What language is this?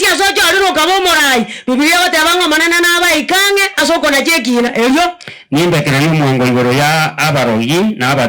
Gusii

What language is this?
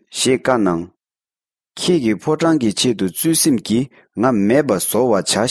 Tibetan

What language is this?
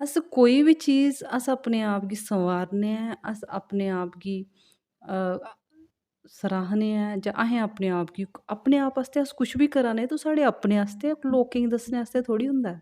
Dogri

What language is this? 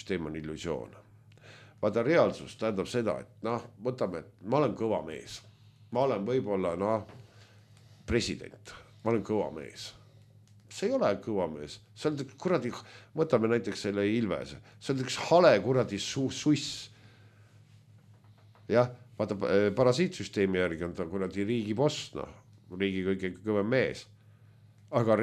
Estonian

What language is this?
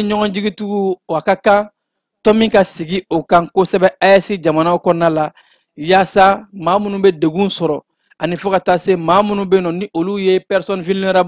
Bambara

